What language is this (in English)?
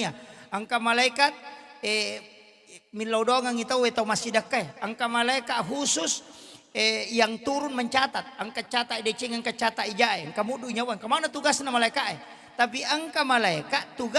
Buginese